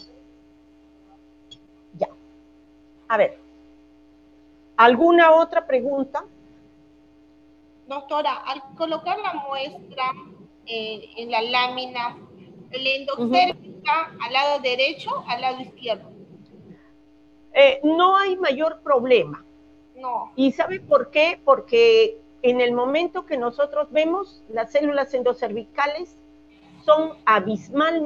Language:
Spanish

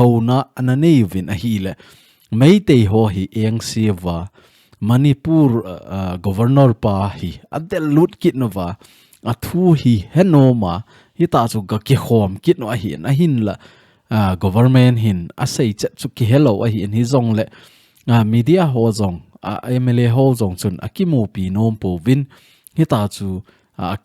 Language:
Thado Chin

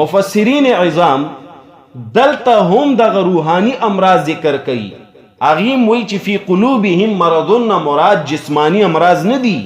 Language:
Pashto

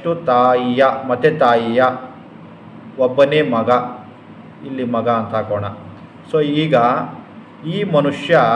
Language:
Kannada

